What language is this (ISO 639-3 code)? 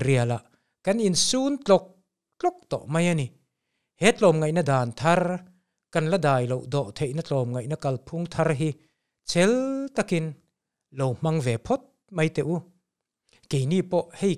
lus